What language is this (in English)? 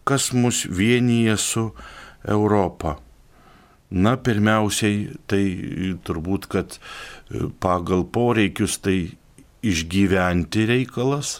Lithuanian